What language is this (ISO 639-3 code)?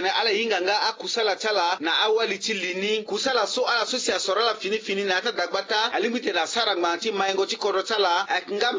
sag